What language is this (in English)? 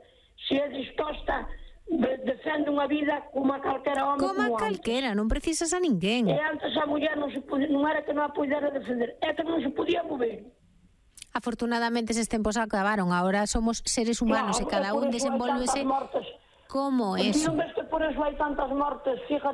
Galician